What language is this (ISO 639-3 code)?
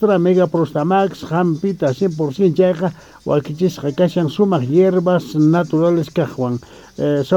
que